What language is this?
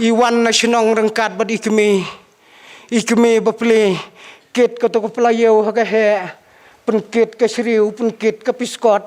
Khasi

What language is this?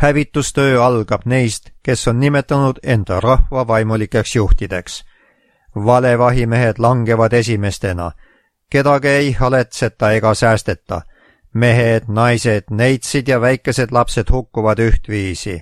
Estonian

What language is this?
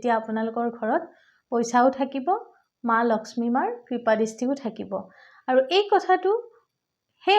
Assamese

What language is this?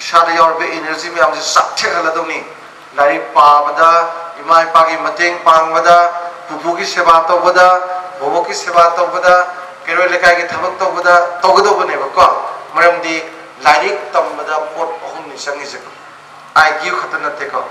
Manipuri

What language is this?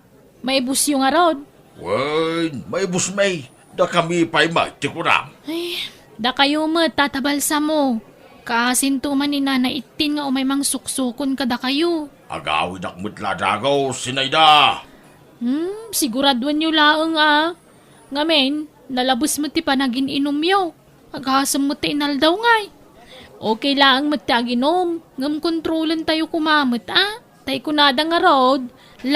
Iloko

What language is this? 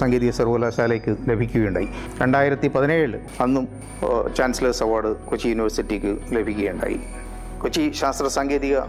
Malayalam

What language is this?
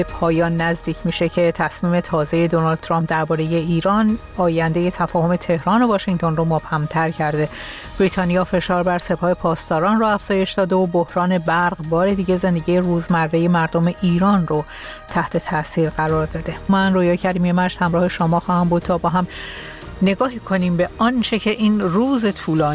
Persian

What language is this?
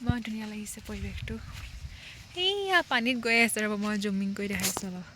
Assamese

